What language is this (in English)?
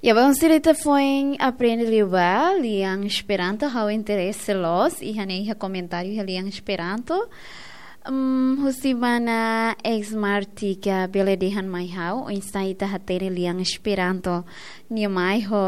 Tetum